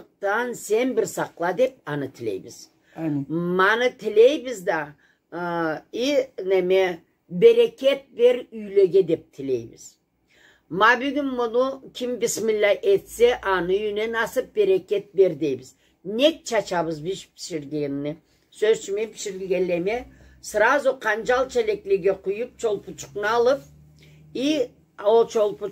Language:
Karachay-Balkar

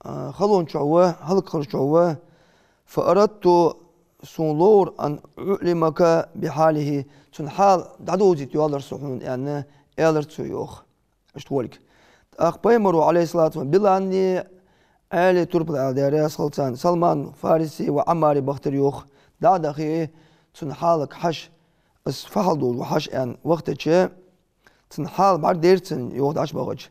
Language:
Ingush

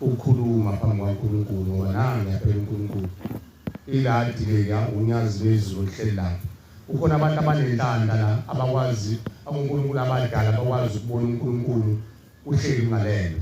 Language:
Zulu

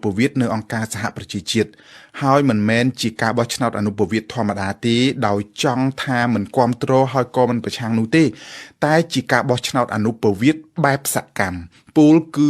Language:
Khmer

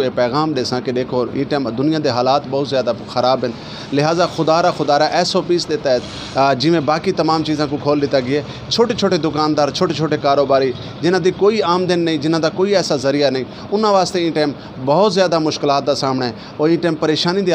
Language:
Western Panjabi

